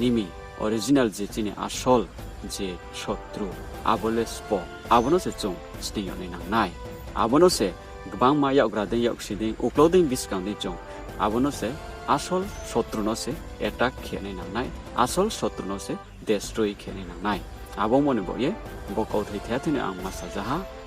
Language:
Riang (India)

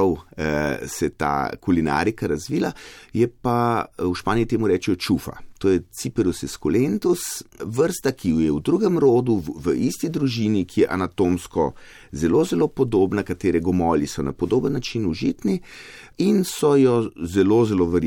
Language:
Slovenian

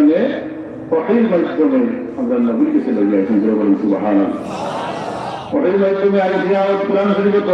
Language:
Sylheti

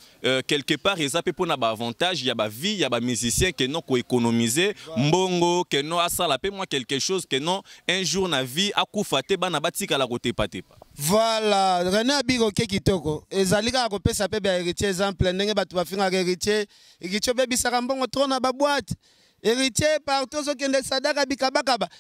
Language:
Lingala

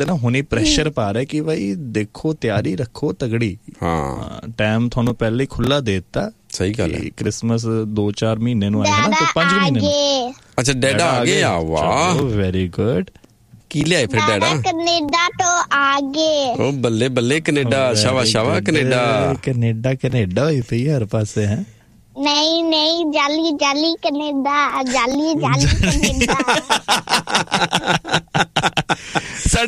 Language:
Punjabi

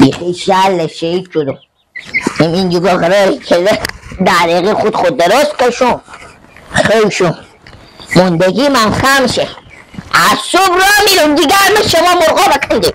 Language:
Persian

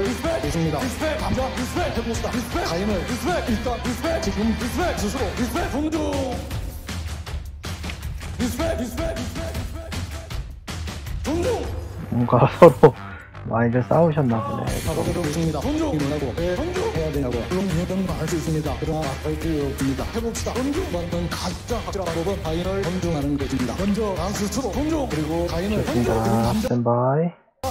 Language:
Korean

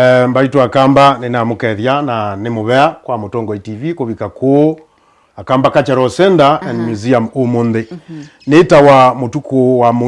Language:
Kamba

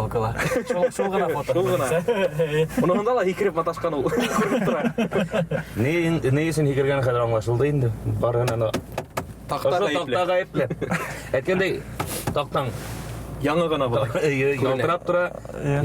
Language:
Bashkir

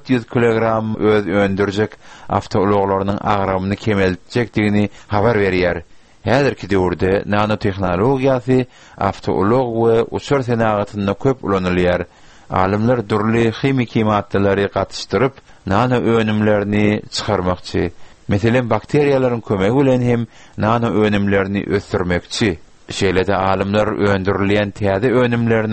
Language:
Turkmen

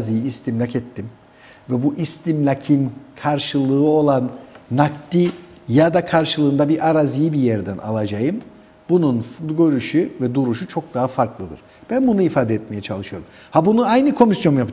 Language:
Turkish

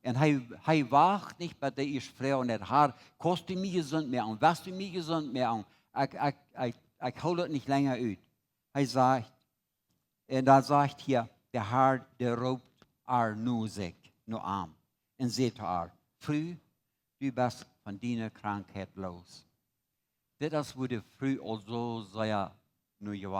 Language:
Plautdietsch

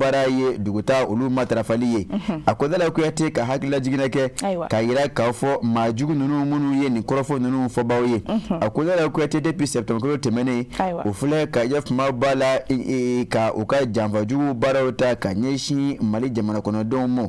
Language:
Bambara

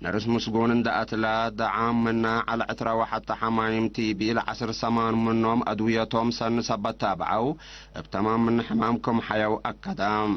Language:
Tigre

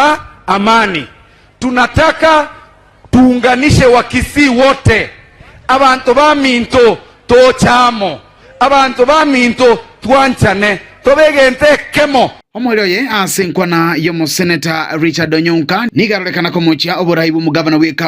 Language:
Gusii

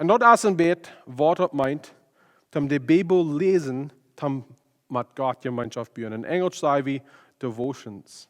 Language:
Plautdietsch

